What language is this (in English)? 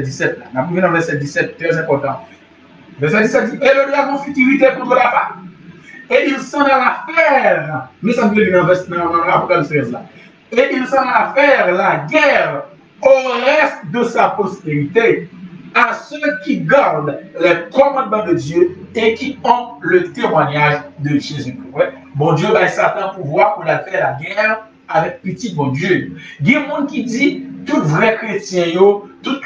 French